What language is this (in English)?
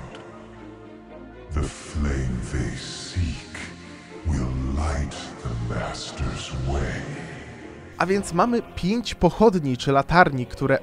Polish